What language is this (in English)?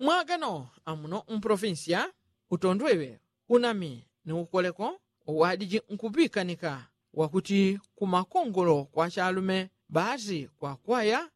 Yao